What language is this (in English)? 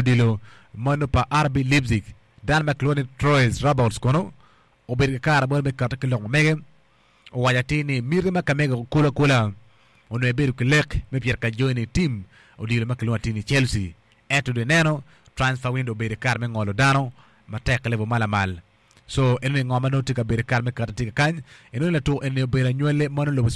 Acoli